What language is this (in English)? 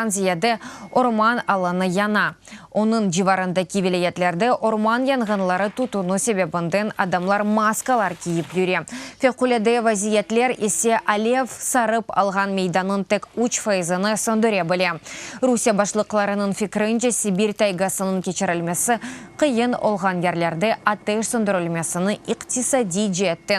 Crimean Tatar